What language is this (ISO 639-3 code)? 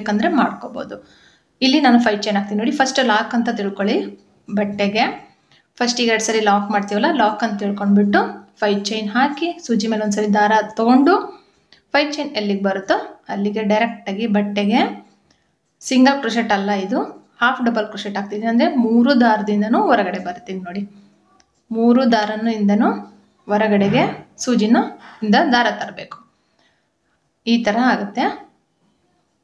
kan